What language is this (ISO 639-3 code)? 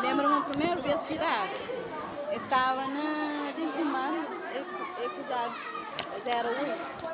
kea